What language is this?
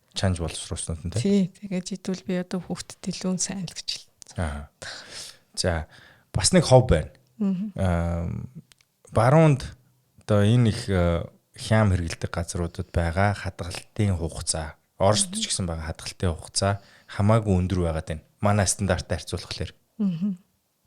Mongolian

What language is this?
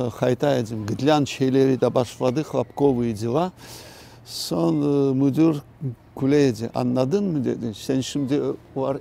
Crimean Tatar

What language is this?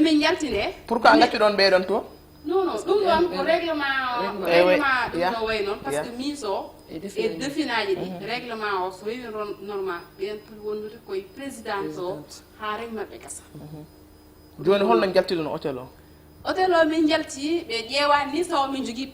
Fula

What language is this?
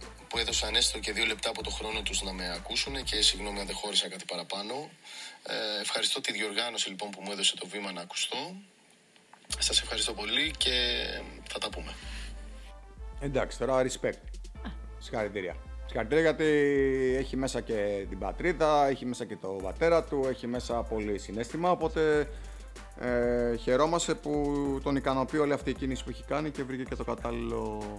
Greek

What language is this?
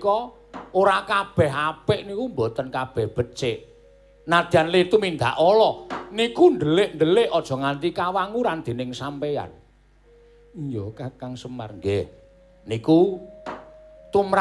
Javanese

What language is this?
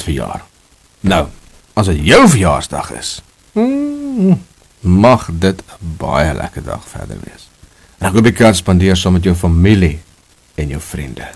Afrikaans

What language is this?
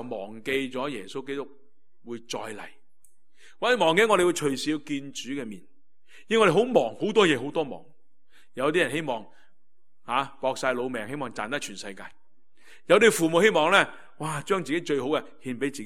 Cantonese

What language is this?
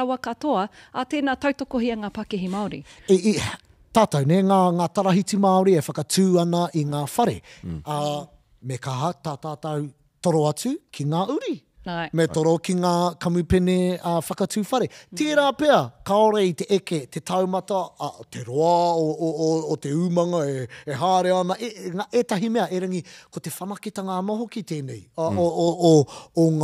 Māori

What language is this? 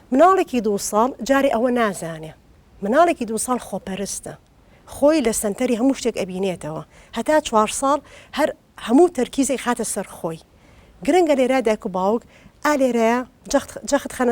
Central Kurdish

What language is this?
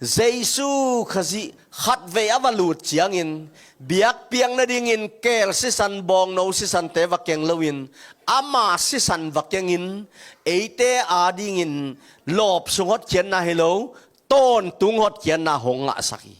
Tedim Chin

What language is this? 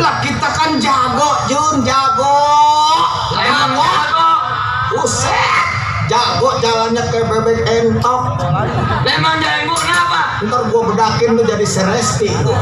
Betawi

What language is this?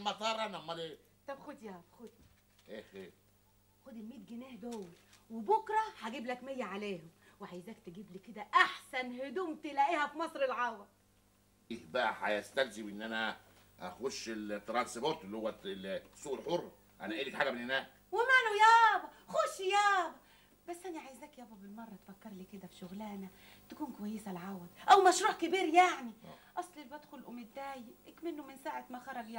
Egyptian Arabic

